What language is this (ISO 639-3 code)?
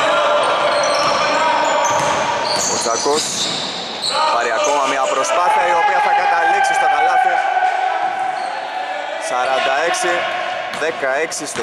ell